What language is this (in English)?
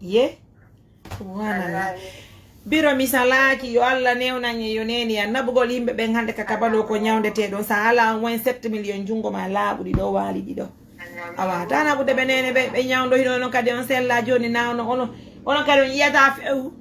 Fula